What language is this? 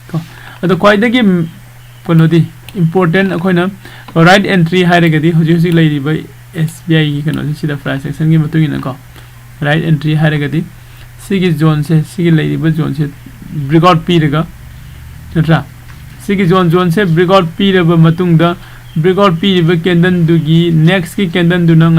Manipuri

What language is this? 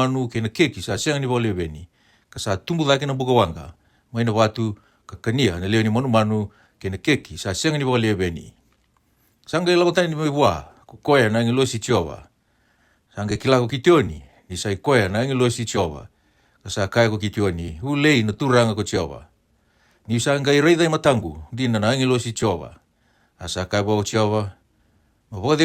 Fijian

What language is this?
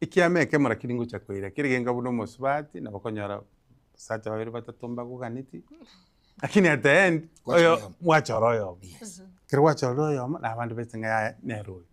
Gusii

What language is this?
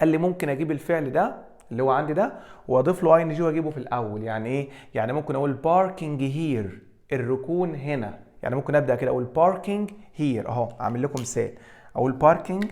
Egyptian Arabic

